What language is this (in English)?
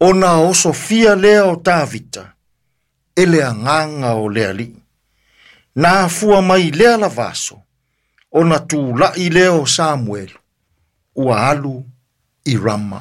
Samoan